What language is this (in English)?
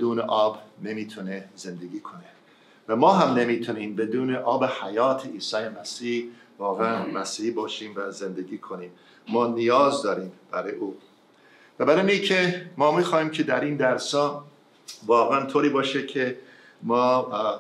Persian